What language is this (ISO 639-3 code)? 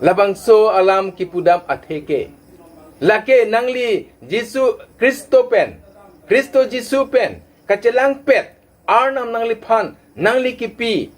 mjw